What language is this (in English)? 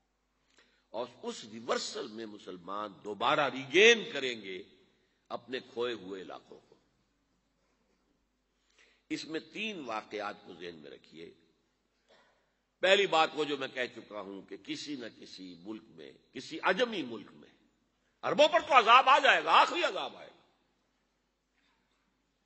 Urdu